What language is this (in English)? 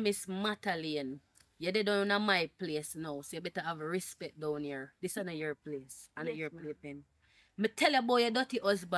Jamaican Creole English